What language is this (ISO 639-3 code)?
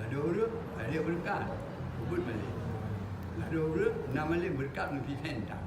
ace